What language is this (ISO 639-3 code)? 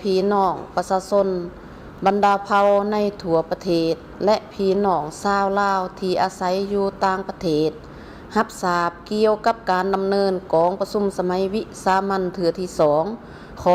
lao